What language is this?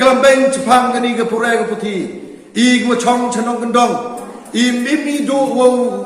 Pnar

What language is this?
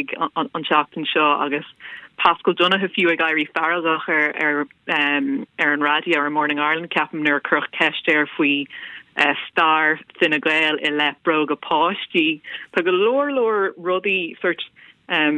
Irish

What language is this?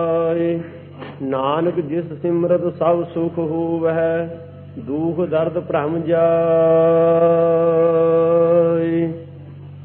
Punjabi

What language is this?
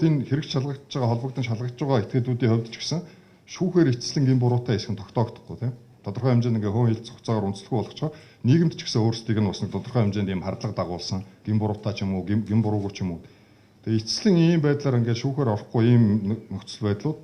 Mongolian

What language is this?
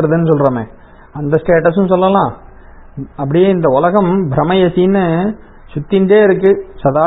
Tamil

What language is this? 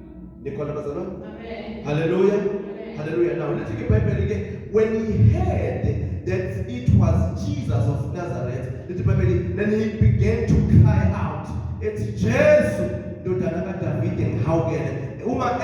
Zulu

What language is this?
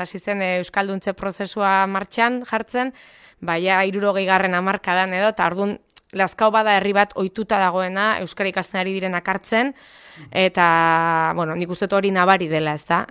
Basque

